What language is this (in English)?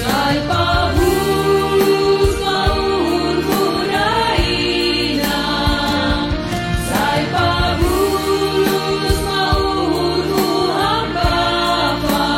Batak Simalungun